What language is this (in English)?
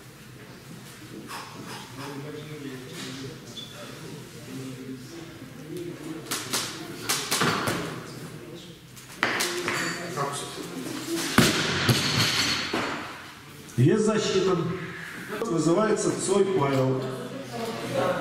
Russian